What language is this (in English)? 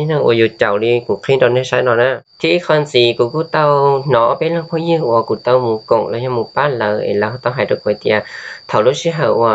Hmong